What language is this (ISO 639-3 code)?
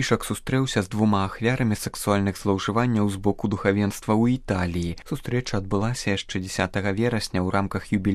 bel